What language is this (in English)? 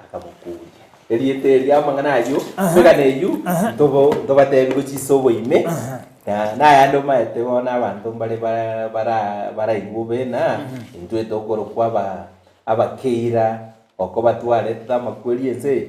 Gusii